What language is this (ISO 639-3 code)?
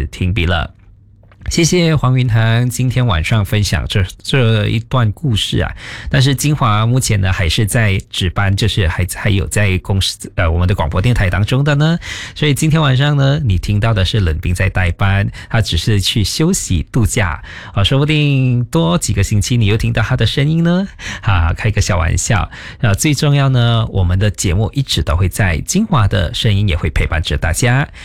zho